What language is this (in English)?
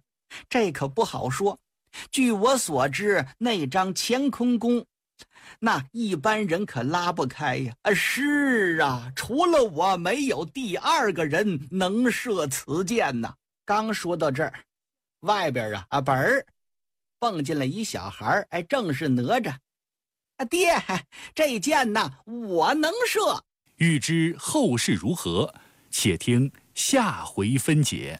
Chinese